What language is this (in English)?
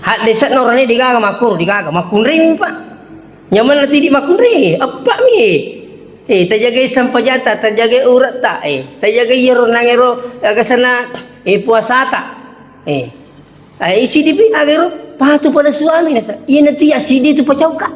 Buginese